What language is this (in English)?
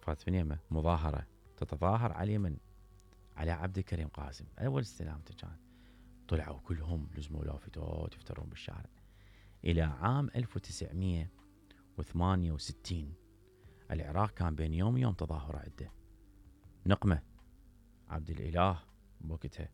Mesopotamian Arabic